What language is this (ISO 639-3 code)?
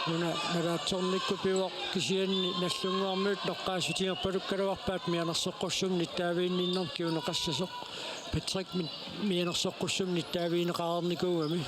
kal